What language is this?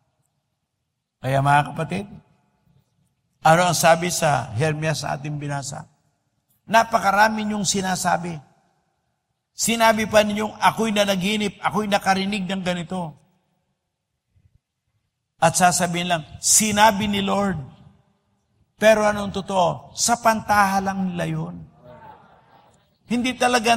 Filipino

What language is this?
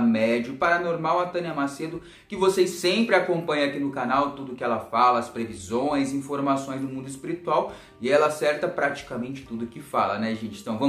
Portuguese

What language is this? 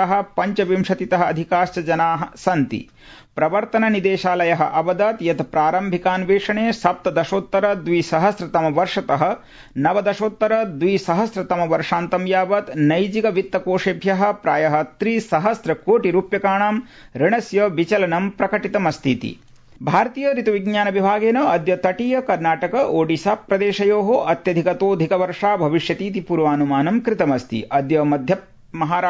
Sanskrit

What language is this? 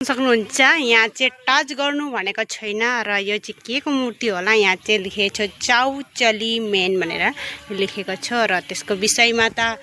Nepali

